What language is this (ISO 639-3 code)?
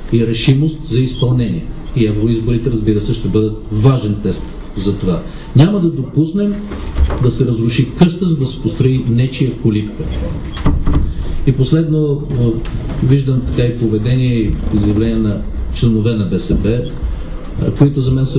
bul